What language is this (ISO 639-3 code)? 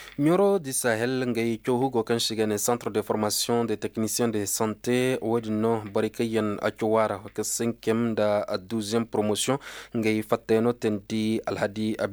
ses